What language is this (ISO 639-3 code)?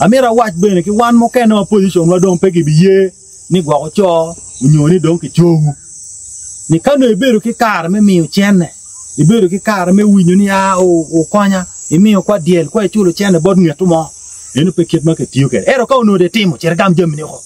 ach